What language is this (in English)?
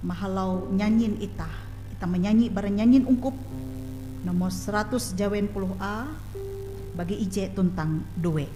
Ngaju